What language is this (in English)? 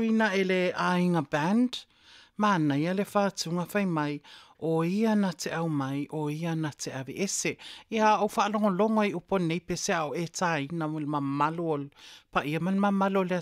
Samoan